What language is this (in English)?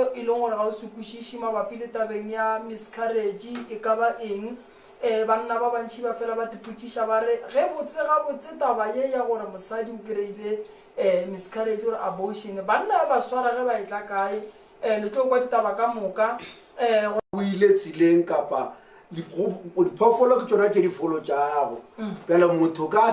Northern Sotho